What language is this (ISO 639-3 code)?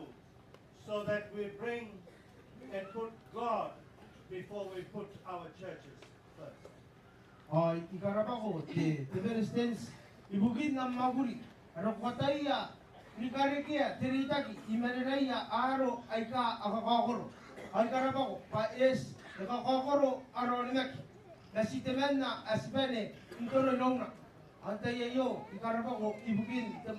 gil